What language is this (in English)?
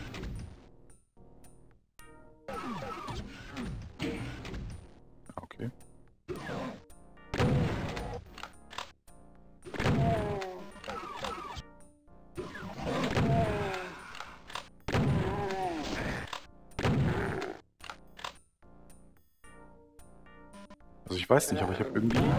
German